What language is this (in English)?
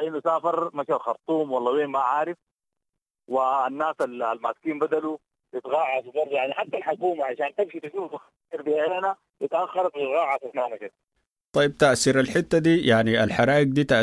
Sudanese Arabic